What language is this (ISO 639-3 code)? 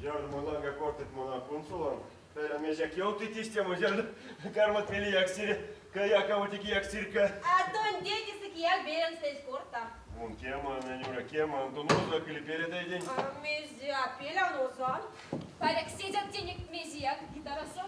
myv